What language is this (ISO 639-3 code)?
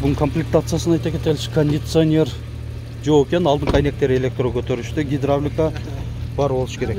kir